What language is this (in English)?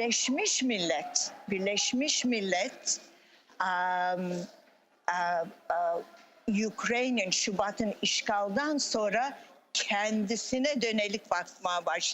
Crimean Tatar